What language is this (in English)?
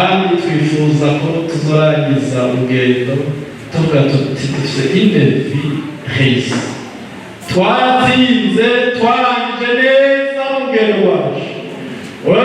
Rundi